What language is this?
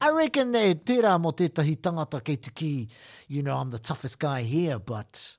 Māori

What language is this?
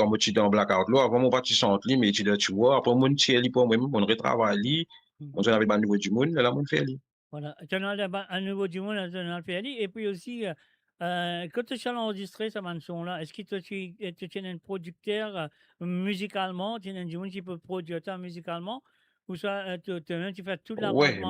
Morisyen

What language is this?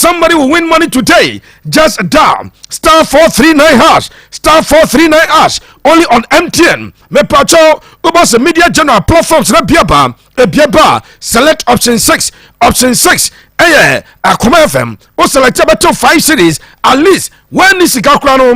Akan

